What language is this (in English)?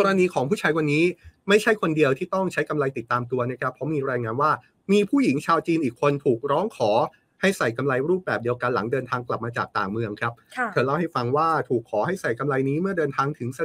Thai